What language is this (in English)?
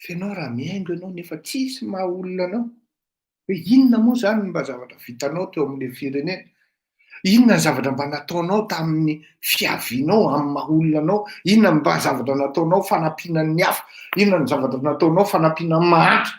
Malagasy